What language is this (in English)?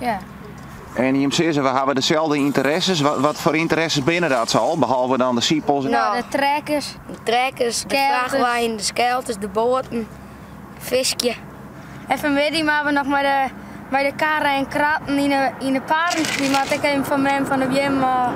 Western Frisian